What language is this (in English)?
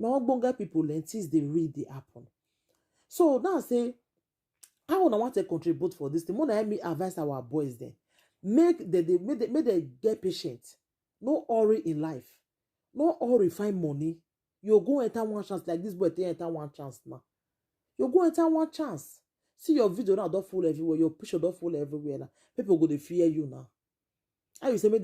Nigerian Pidgin